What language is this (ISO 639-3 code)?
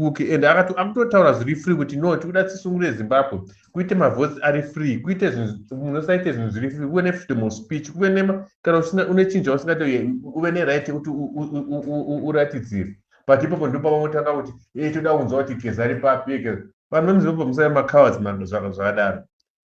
sna